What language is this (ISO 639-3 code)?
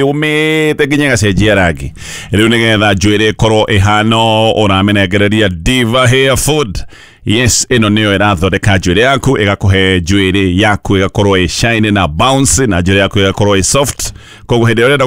kik